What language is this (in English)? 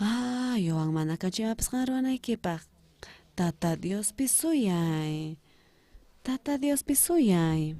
South Bolivian Quechua